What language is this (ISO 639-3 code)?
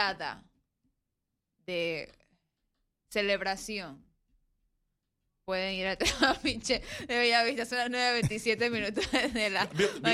spa